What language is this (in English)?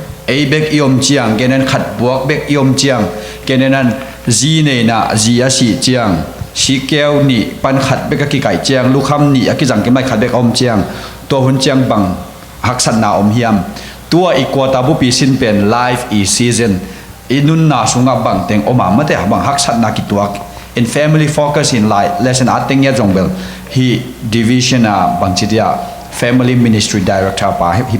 Tedim Chin